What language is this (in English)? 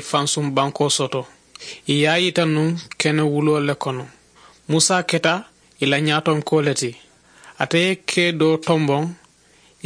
Mandingo